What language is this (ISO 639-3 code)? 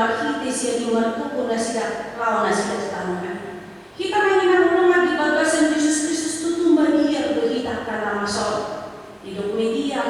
bbc